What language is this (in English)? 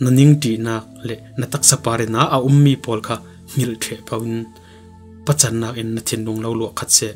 Falam Chin